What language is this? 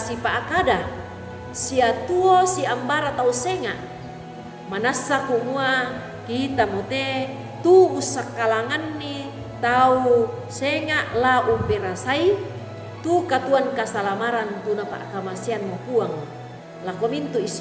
Toraja-Sa'dan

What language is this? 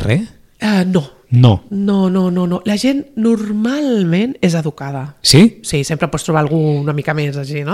Catalan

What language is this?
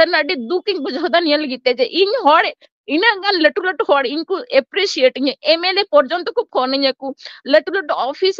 Santali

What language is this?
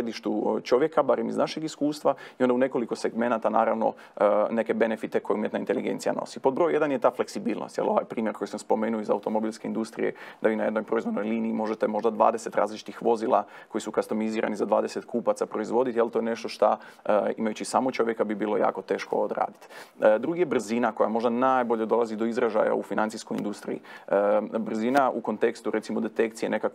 Croatian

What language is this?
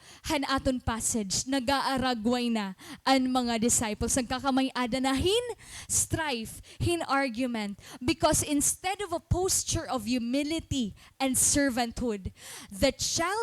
Waray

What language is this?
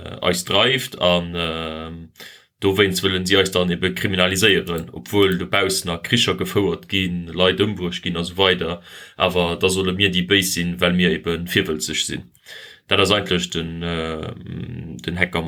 Luxembourgish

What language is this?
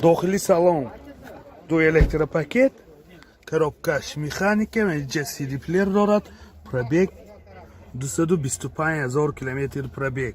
Tajik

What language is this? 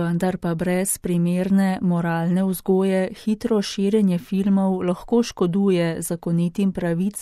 Slovenian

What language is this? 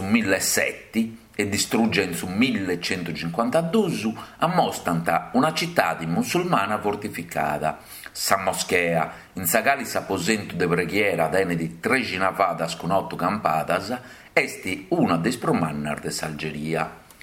Sardinian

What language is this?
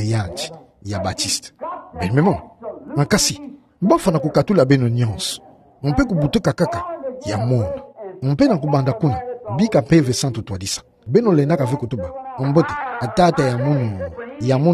Kituba (Democratic Republic of Congo)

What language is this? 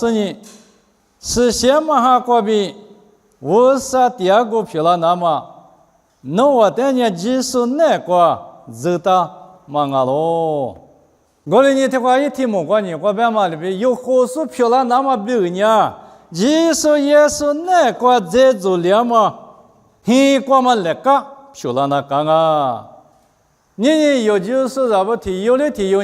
Lisu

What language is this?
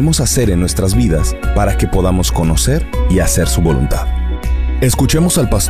Spanish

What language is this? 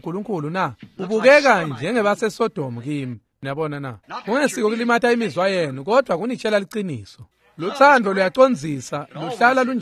Swati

